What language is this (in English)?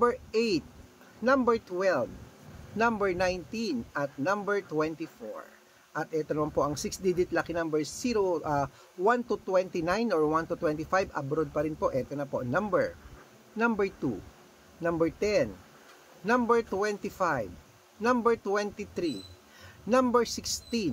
Filipino